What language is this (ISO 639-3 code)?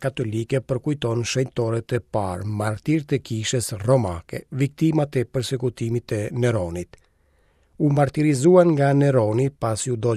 sqi